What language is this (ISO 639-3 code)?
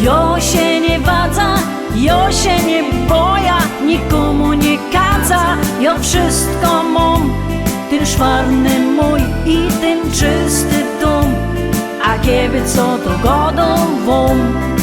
szl